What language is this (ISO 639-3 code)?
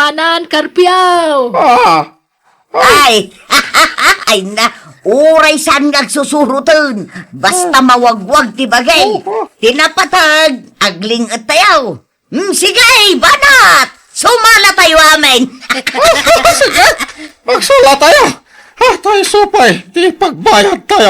ilo